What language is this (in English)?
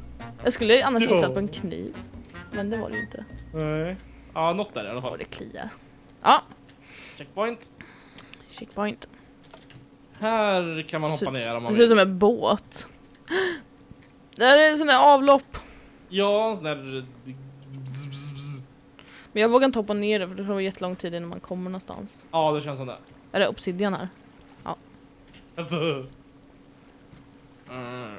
Swedish